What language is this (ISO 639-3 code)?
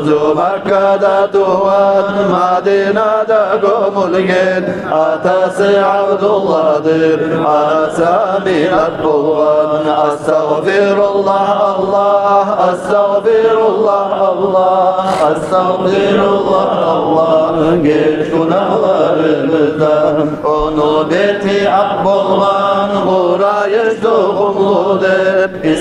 kum